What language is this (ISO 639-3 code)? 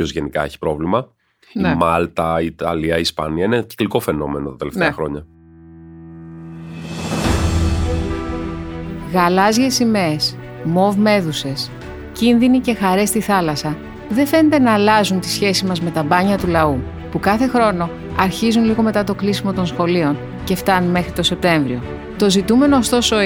ell